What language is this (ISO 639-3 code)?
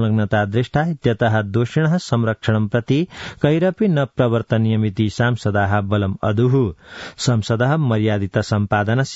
san